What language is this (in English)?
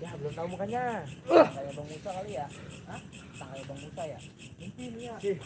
Betawi